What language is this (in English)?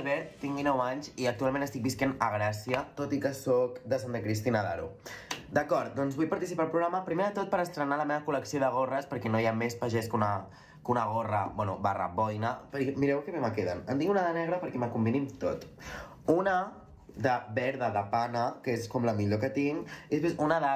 Catalan